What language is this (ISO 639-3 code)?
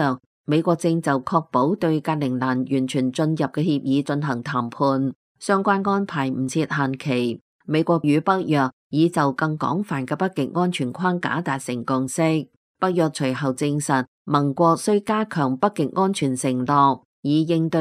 yue